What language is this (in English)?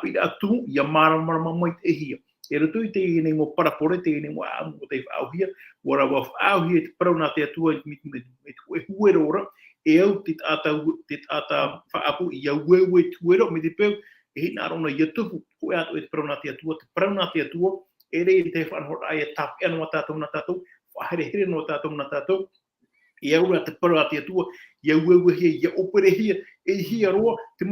Tahitian